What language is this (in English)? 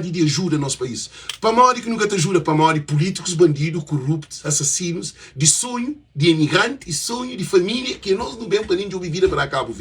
Kabuverdianu